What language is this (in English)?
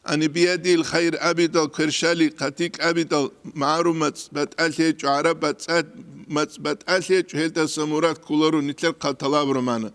Avaric